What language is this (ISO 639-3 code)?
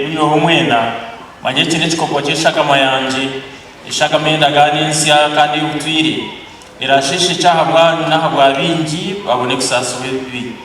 nyn